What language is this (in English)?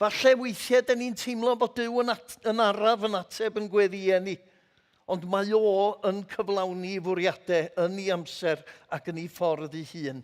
Welsh